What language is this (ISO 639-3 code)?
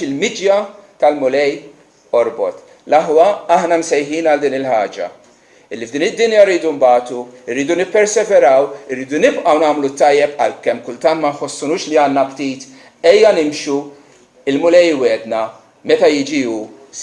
mlt